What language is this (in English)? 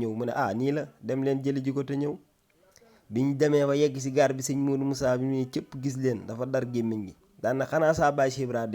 Wolof